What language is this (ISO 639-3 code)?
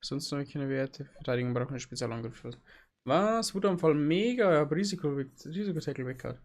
bar